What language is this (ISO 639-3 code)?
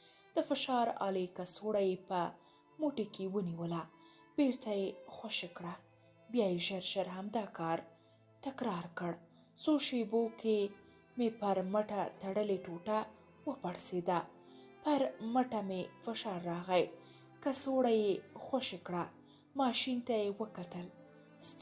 pus